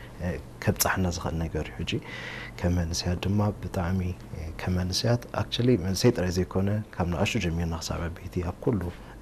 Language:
Tigrinya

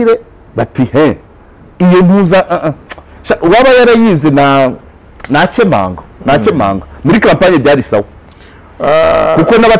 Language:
Kinyarwanda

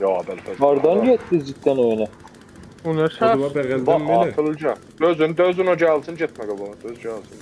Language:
South Azerbaijani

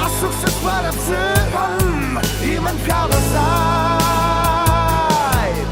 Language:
Abkhazian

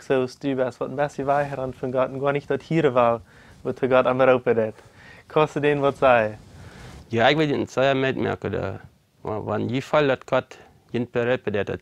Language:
Plautdietsch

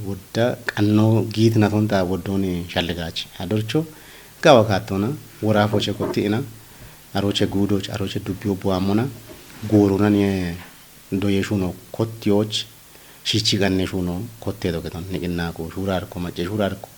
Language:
Kafa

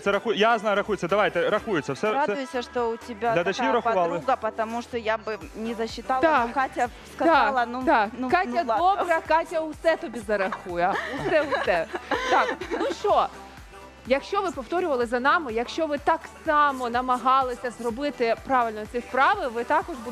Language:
Ukrainian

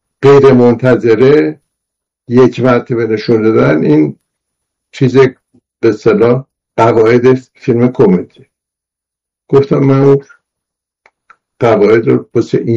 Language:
Persian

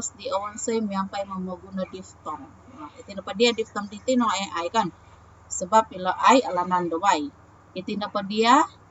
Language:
Central Dusun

